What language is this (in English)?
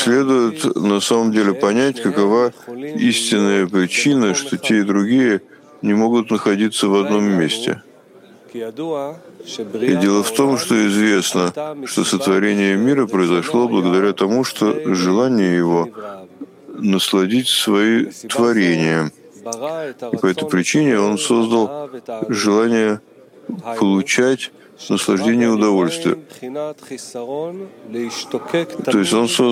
Russian